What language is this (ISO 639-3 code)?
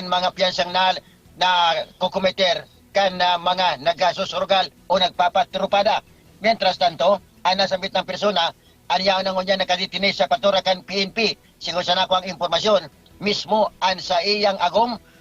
bik